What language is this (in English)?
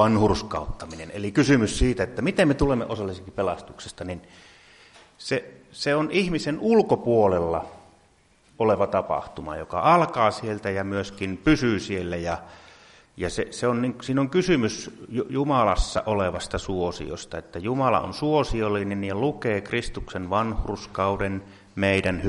Finnish